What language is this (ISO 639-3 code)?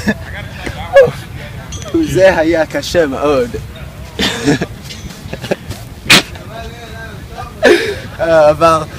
heb